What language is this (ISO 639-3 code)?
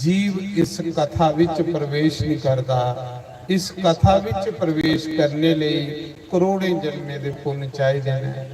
doi